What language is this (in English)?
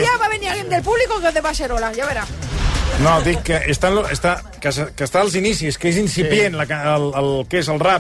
Catalan